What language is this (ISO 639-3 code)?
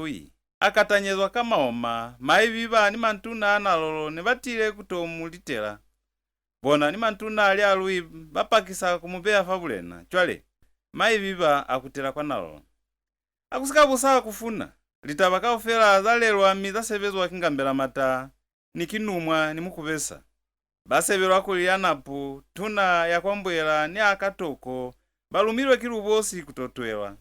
loz